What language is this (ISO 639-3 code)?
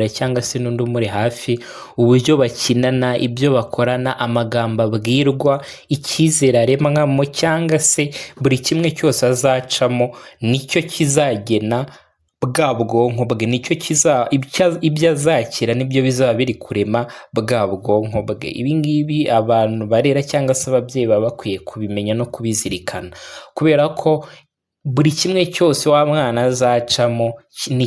kin